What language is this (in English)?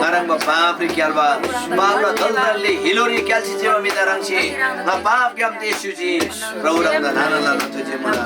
Eastern Tamang